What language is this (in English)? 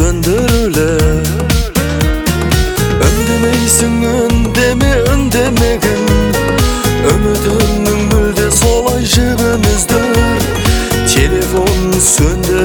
Kazakh